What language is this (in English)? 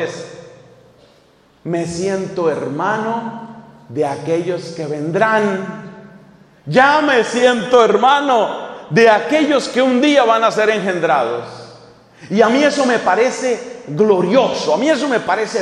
Spanish